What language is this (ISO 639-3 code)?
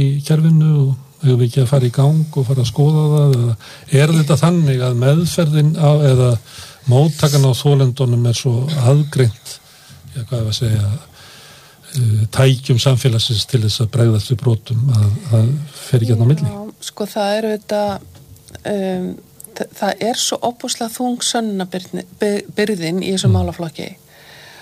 isl